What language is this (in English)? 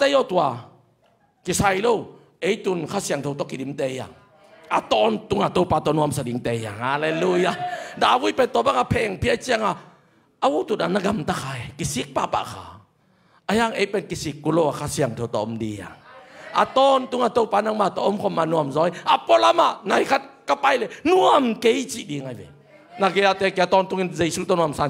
Tedim Chin